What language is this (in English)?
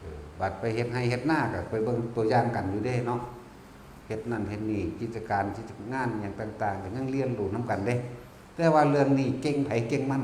Northeastern Thai